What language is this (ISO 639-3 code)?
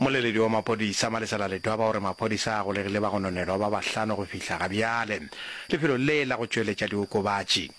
nso